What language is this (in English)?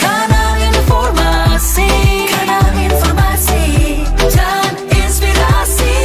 Manado Malay